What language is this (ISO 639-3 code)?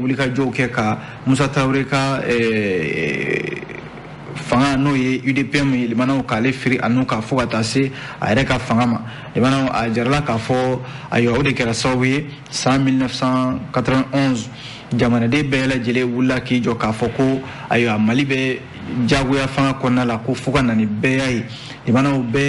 bam